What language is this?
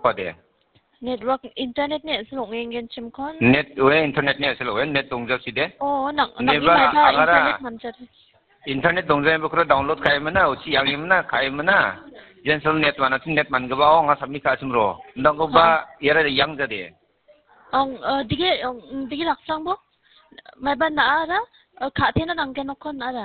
Garo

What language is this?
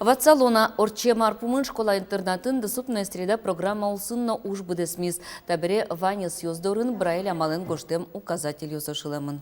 Udmurt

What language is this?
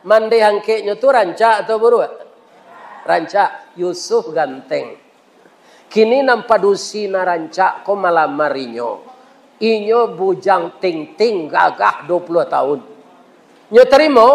Minangkabau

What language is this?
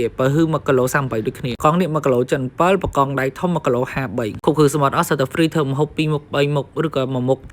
Khmer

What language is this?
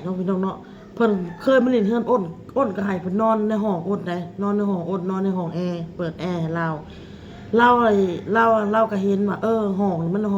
Northeastern Thai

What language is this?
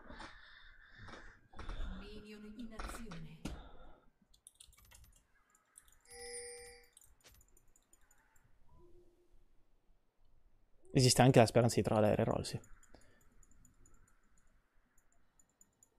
Italian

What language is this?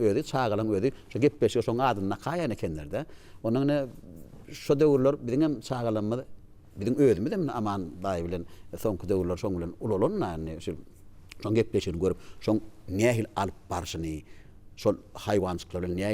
Turkmen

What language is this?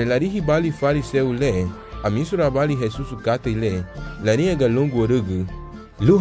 Garifuna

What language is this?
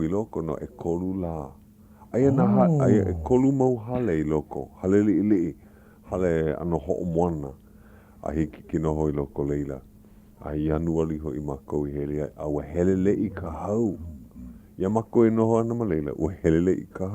Hawaiian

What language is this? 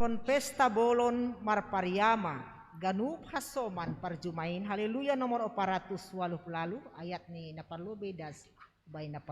Batak Simalungun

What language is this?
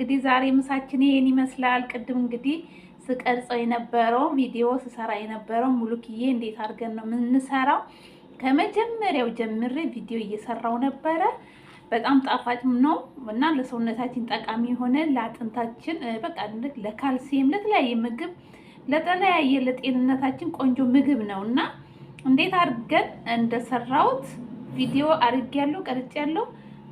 Amharic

